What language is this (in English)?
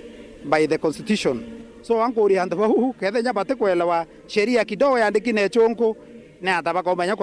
Meru